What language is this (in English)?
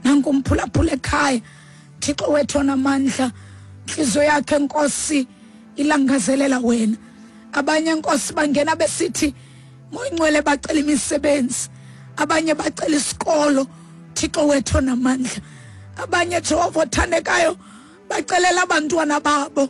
Xhosa